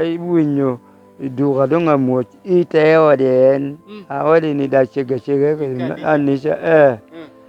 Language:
Lango (Uganda)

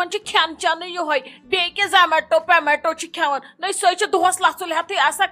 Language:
Kashmiri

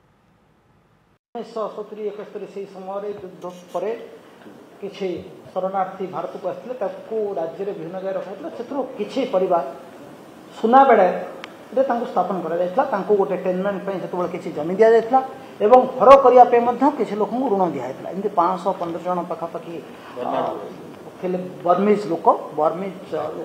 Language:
Odia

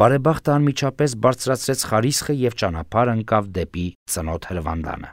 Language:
Armenian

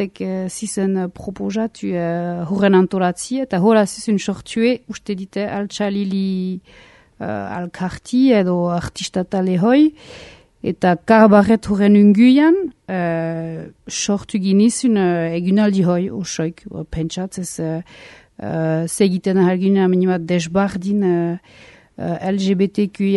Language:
Basque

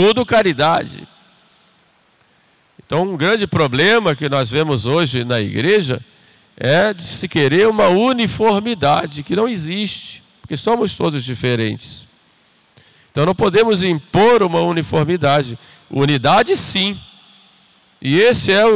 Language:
Portuguese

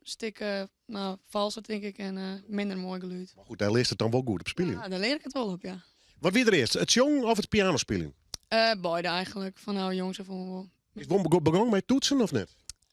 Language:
Western Frisian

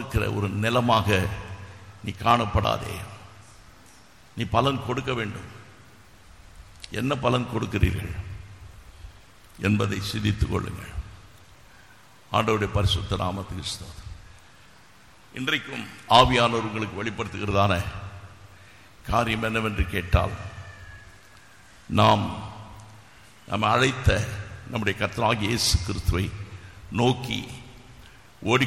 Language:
Tamil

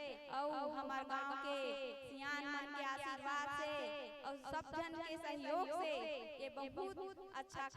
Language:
Chhattisgarhi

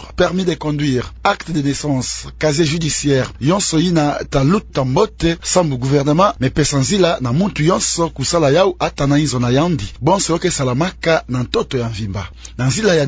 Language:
Kituba (Democratic Republic of Congo)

